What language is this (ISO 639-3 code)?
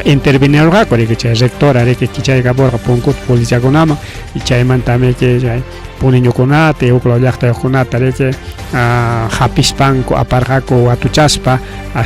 quy